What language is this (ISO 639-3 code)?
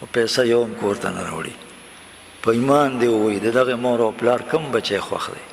pus